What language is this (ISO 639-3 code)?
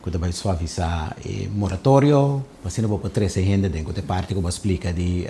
pap